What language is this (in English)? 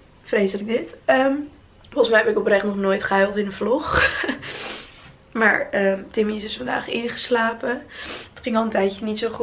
Dutch